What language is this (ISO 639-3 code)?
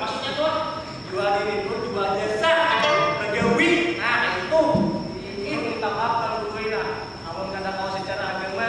bjn